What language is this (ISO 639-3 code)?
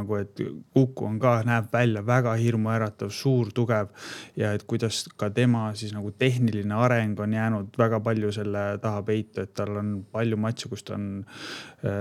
est